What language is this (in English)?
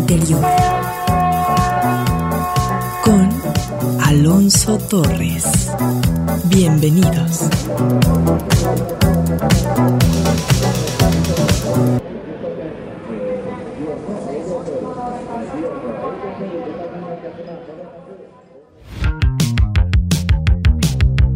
Spanish